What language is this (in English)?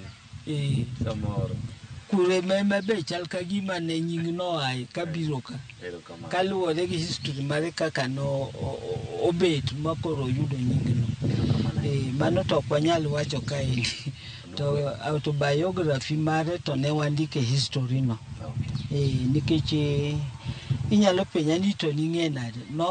Luo (Kenya and Tanzania)